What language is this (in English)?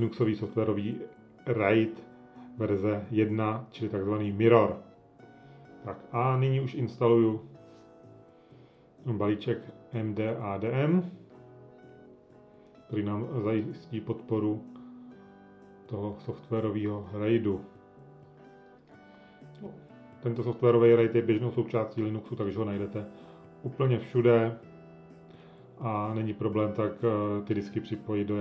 Czech